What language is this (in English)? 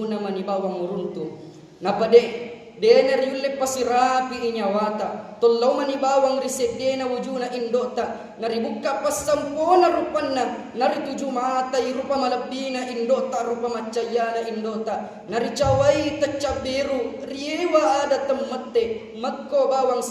Buginese